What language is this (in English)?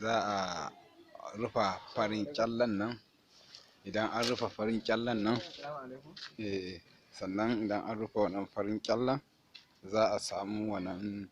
Hausa